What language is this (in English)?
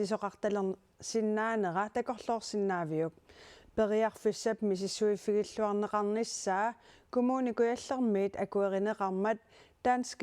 Kalaallisut